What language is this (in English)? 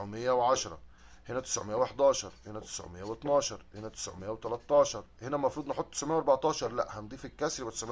Egyptian Arabic